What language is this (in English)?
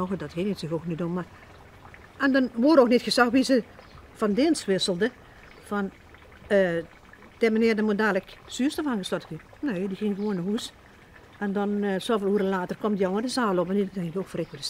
Limburgish